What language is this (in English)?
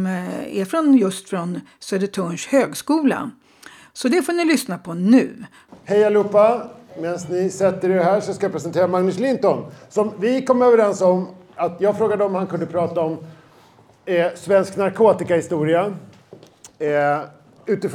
Swedish